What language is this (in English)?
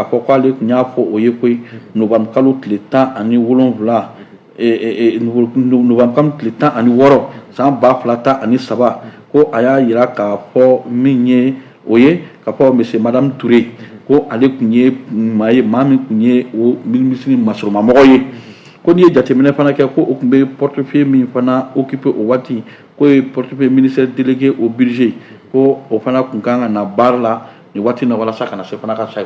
Bambara